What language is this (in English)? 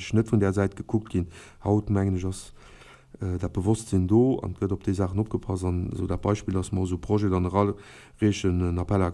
Luxembourgish